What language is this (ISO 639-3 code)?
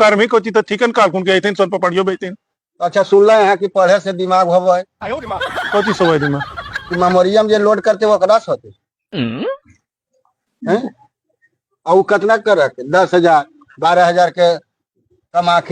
mag